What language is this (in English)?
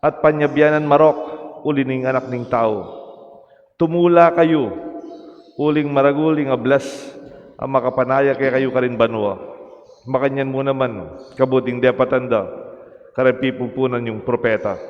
Pampanga